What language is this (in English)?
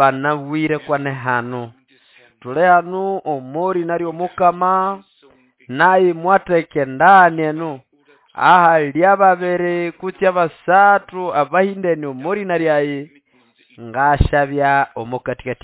Nande